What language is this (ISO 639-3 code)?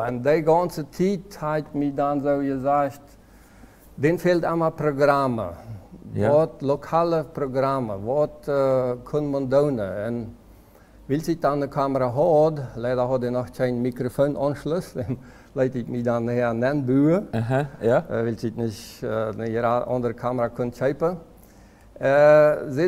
pdt